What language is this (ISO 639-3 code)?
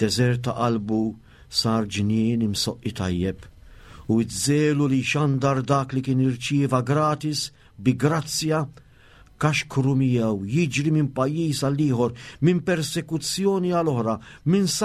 mlt